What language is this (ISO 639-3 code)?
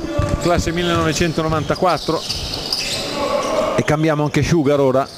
ita